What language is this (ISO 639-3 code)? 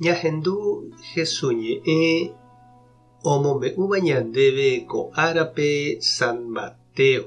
grn